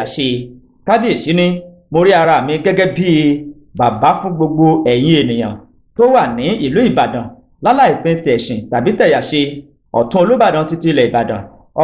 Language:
Yoruba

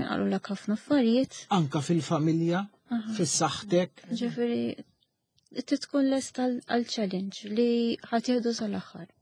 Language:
Maltese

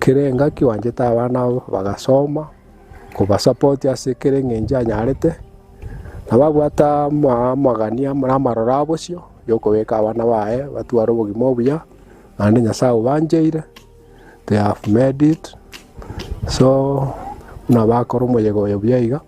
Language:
Gusii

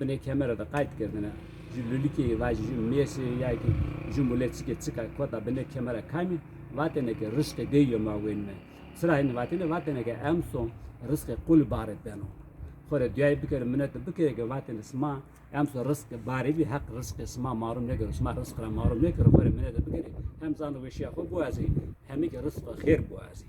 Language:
Zaza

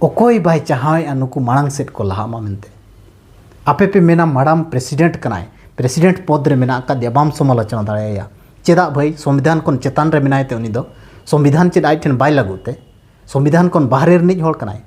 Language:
Santali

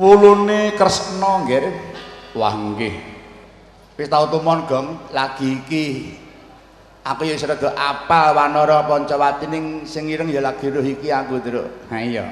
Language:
Javanese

